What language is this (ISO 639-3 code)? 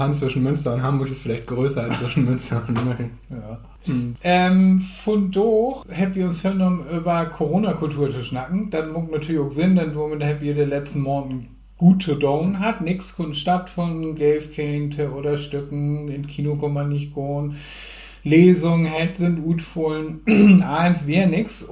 nds